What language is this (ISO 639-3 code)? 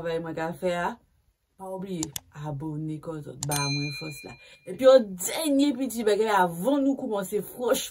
gcf